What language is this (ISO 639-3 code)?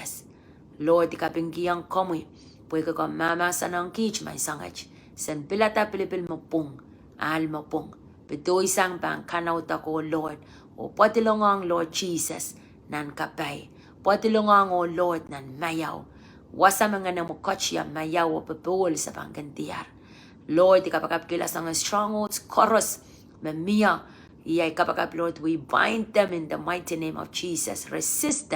pon